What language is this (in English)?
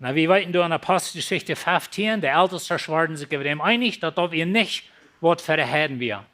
Plautdietsch